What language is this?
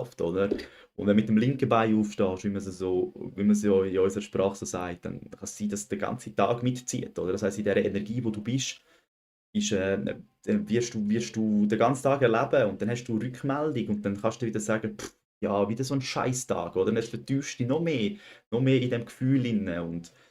Swiss German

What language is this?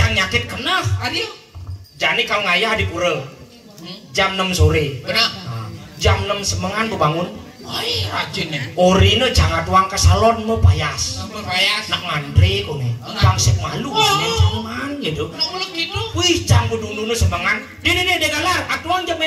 Balinese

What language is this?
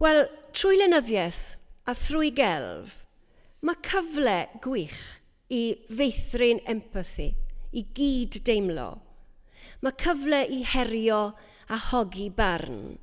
Welsh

